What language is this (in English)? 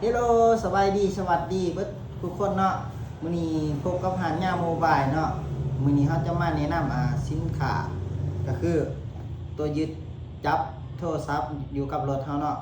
Lao